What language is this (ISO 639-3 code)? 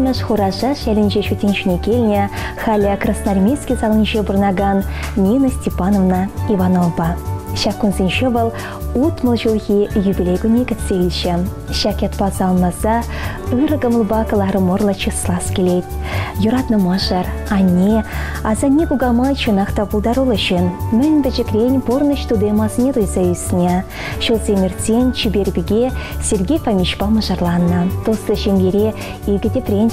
chv